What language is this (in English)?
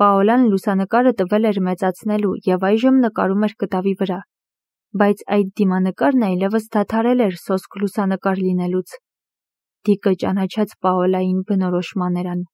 Armenian